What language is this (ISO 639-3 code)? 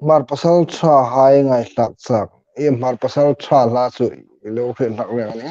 hmr